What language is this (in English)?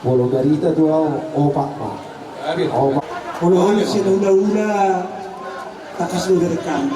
Batak Toba